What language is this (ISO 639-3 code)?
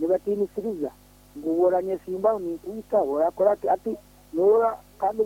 nyn